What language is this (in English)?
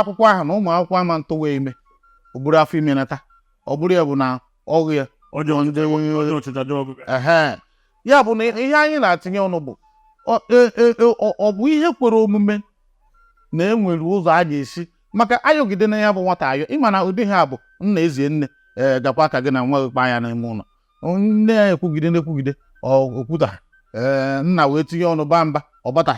Igbo